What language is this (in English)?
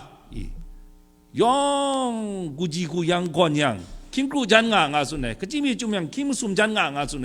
Kachin